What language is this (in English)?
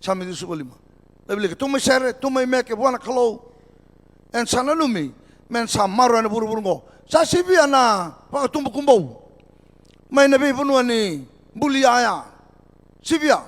Fijian